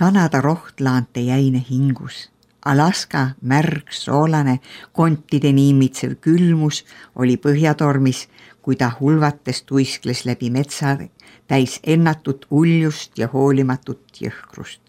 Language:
Estonian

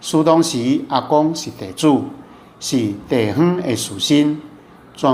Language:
Min Nan Chinese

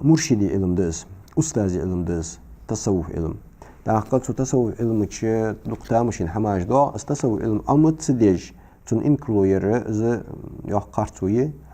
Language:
Ingush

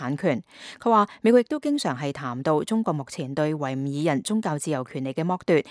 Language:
Cantonese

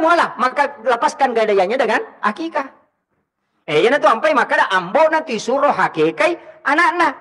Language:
Buginese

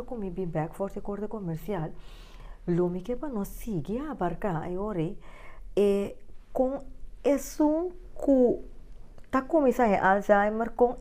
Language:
Papiamento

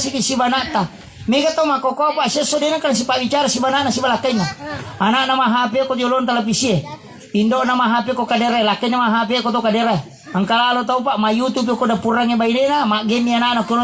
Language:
Buginese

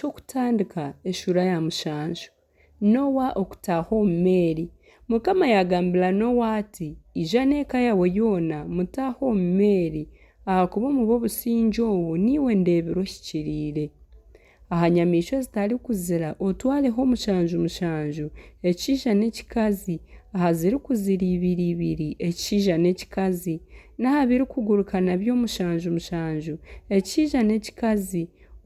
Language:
Nyankole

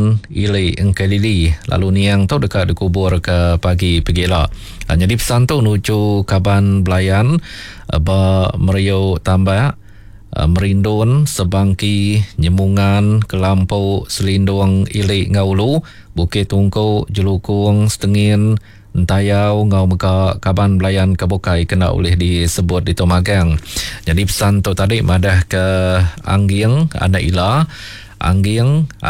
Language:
Iban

